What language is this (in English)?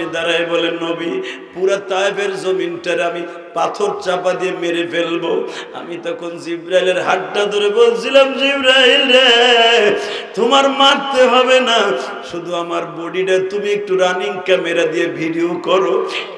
Bangla